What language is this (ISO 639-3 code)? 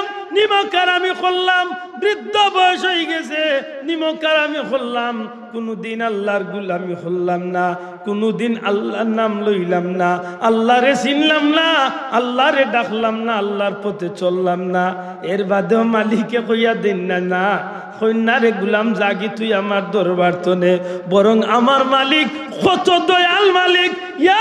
syl